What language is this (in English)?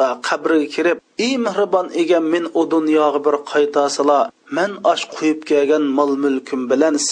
Uyghur